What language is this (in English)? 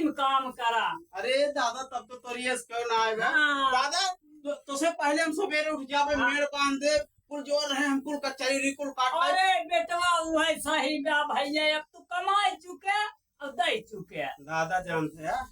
Awadhi